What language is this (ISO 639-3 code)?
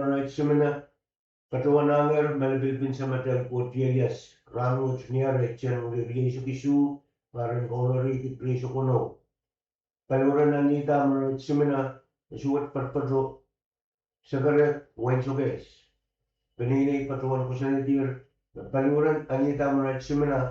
pon